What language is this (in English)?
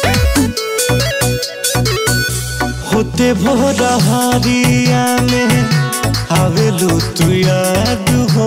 Bhojpuri